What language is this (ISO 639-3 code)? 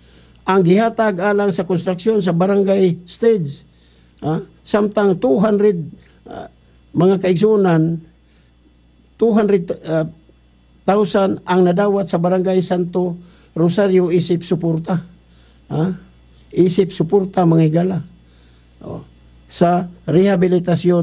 ceb